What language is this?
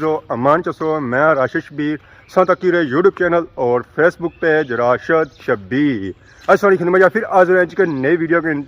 Pahari-Potwari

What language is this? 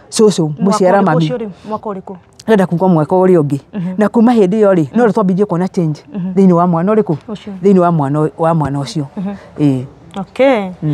Kikuyu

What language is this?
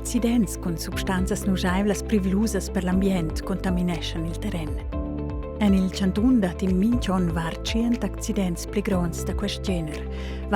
Romansh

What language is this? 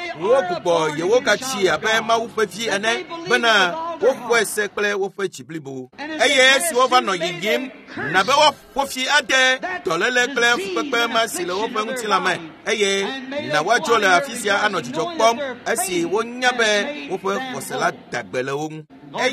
Ewe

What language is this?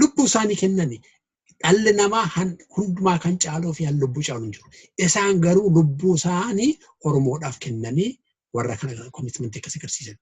Oromo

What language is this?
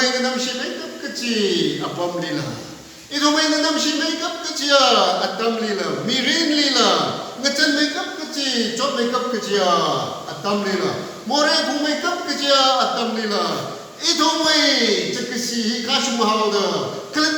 Tangkhul Naga (India)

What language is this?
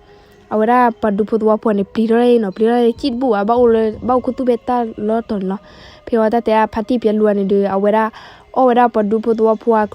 S'gaw Karen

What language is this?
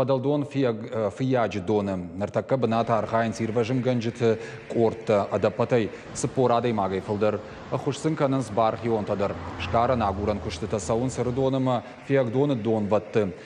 Ossetic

